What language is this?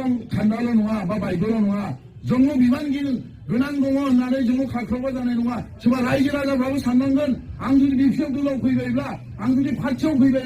Bodo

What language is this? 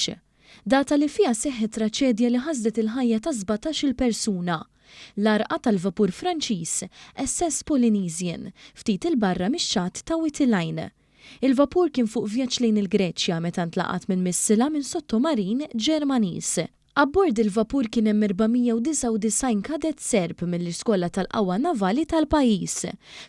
Maltese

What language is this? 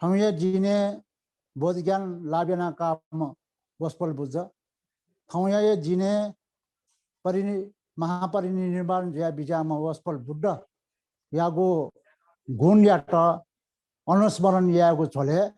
Newari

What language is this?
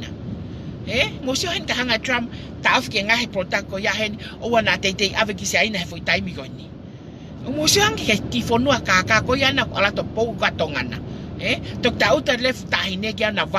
Tongan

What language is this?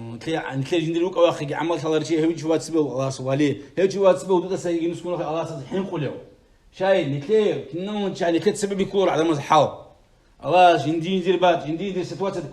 Avaric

